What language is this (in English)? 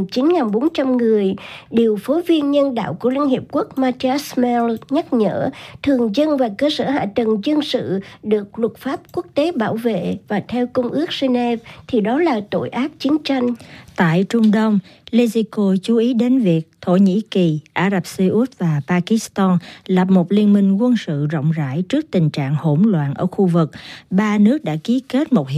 Vietnamese